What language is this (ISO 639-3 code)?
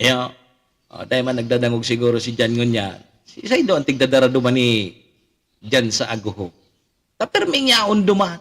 bik